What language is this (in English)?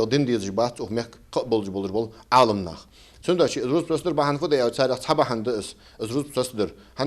Ingush